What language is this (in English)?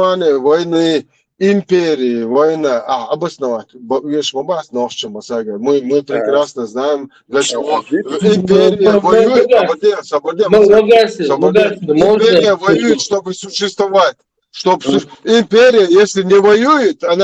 Chechen